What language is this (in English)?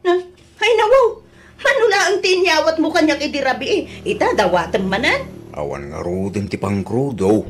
Iloko